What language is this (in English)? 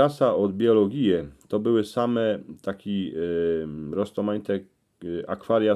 Silesian